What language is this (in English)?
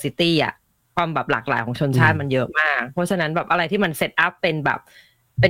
Thai